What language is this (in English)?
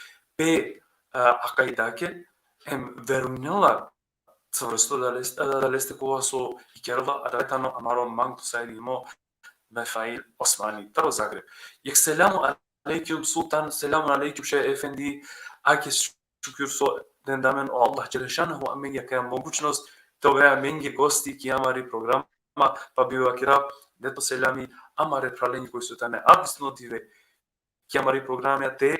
Balkan Romani